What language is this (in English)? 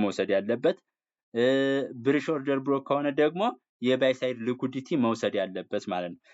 Amharic